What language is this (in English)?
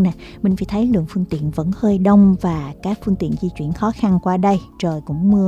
Vietnamese